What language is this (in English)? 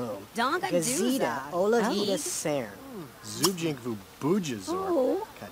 Bavarian